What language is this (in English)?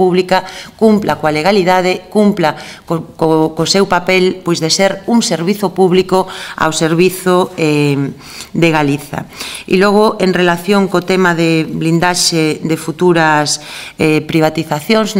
Galician